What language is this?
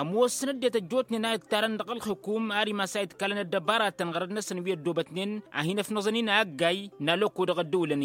Tamasheq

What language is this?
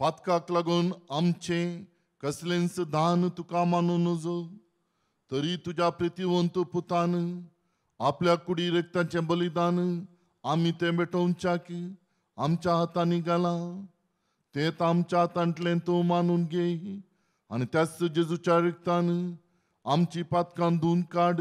Konkani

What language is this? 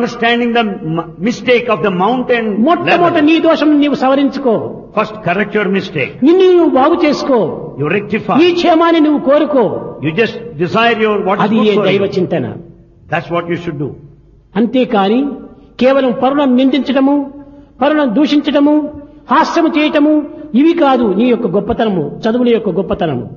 Telugu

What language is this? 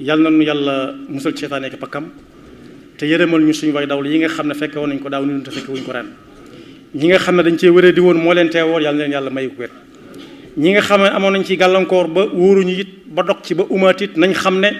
Wolof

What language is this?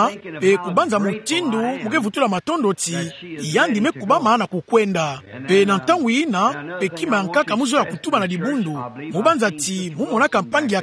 Kituba (Democratic Republic of Congo)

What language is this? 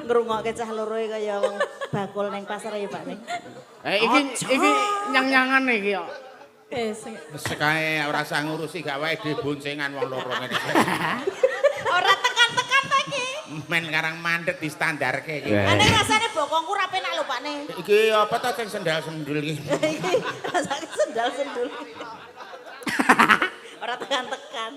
Javanese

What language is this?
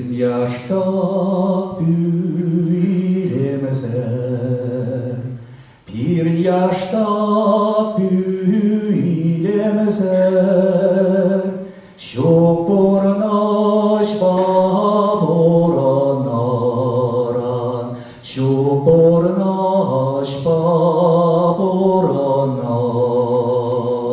Chuvash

